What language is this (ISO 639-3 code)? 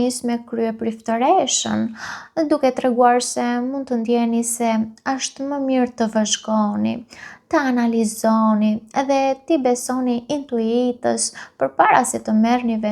sqi